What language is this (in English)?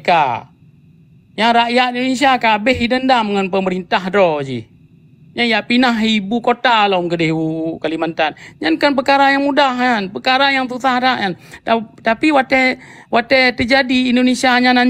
Achinese